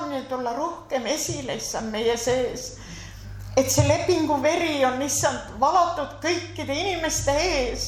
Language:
Estonian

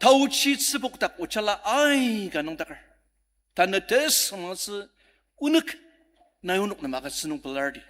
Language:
Ao Naga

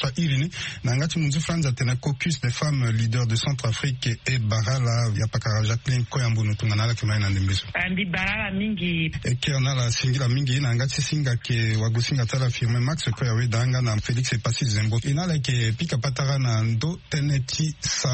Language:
Sango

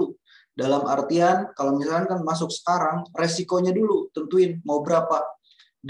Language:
Indonesian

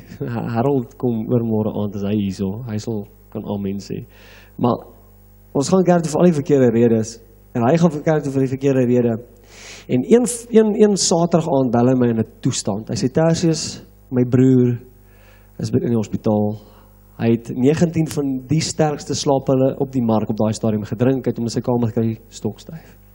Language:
Afrikaans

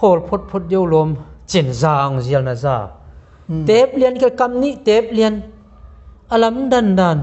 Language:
Tedim Chin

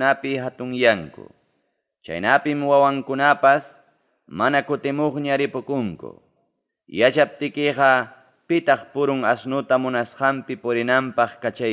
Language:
Ayacucho Quechua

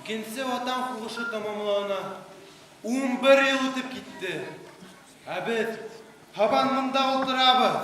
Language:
Bashkir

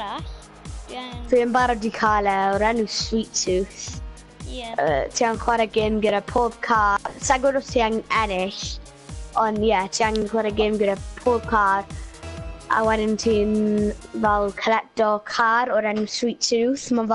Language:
Welsh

